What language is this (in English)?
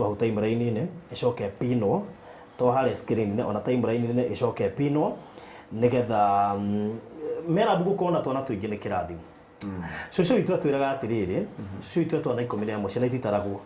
Kikuyu